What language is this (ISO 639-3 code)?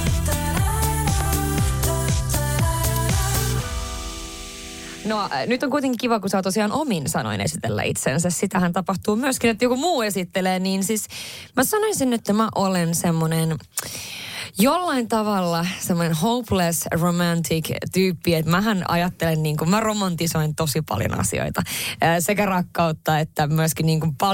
fin